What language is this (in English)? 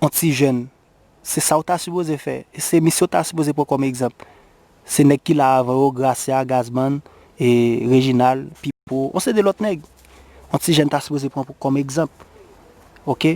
Haitian Creole